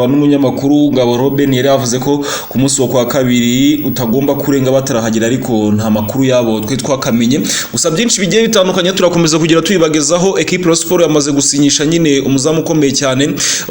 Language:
Kinyarwanda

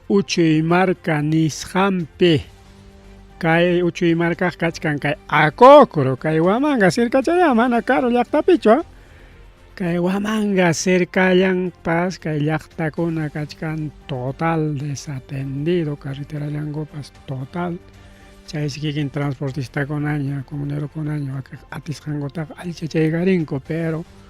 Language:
Ayacucho Quechua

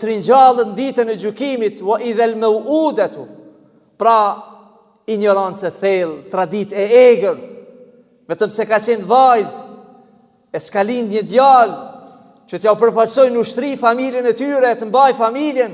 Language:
Albanian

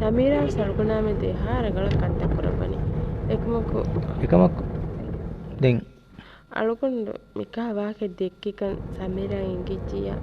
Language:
Divehi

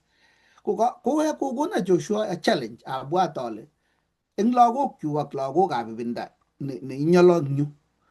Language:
Kalenjin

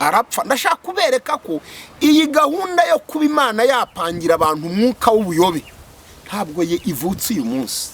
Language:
Kinyarwanda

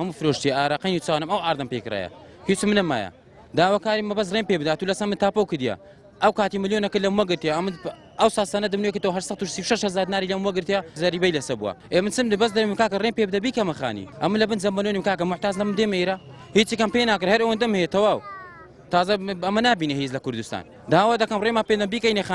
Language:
Central Kurdish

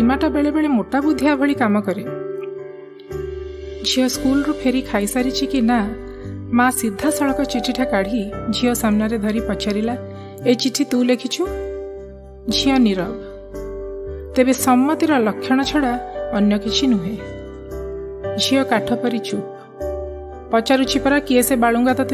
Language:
Odia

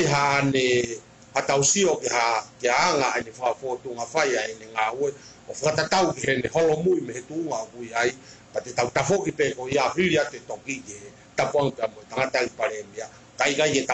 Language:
Tongan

